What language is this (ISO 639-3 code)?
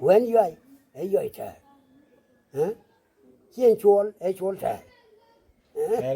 nus